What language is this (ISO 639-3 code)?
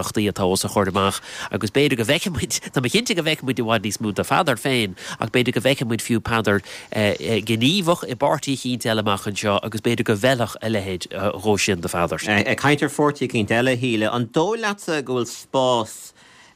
gle